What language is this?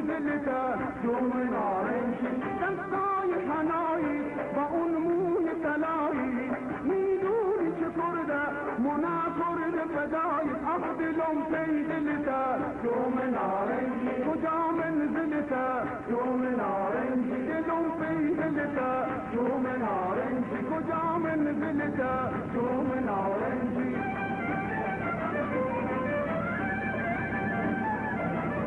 Persian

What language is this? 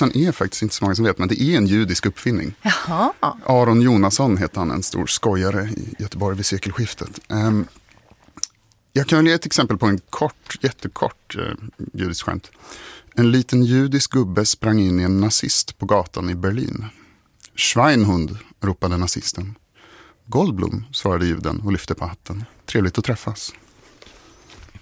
Swedish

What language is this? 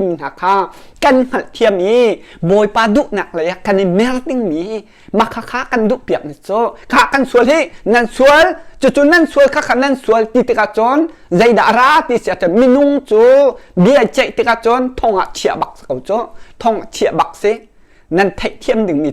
Hakha Chin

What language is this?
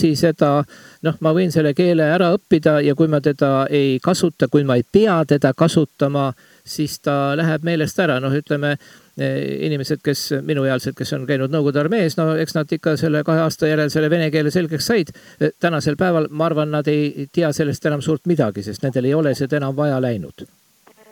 Estonian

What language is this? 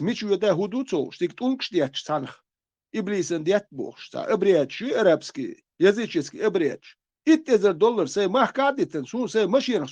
Chechen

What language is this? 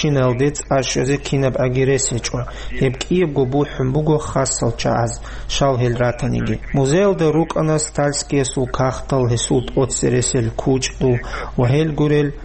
Avaric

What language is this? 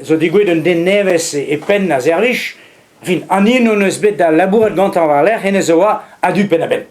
Breton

